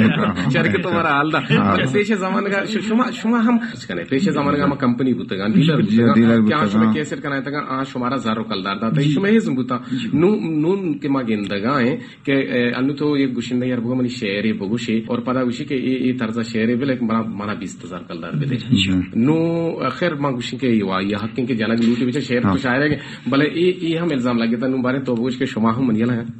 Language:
Baluchi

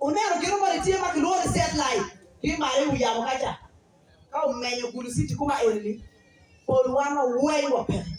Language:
Acoli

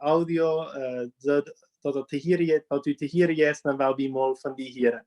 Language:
Plautdietsch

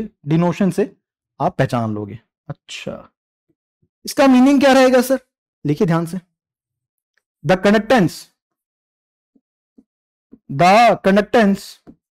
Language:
Hindi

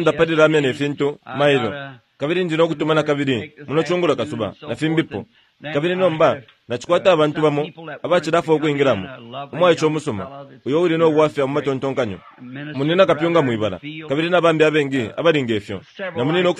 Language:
Bemba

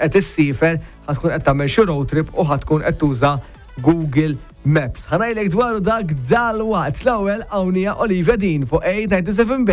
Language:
Maltese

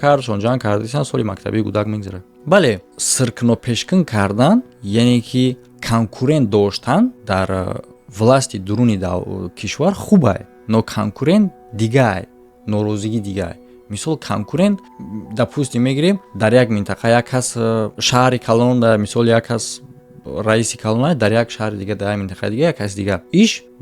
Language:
Tajik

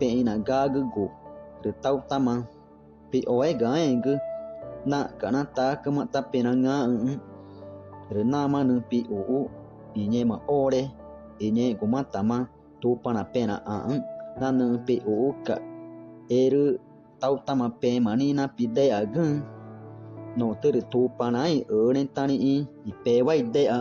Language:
Ticuna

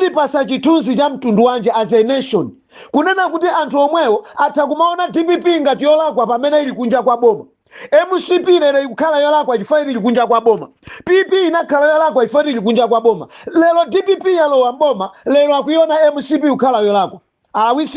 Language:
Nyanja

